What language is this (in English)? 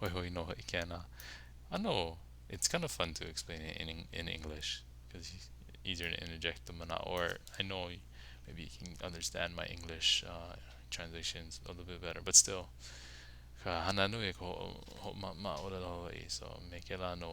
Hawaiian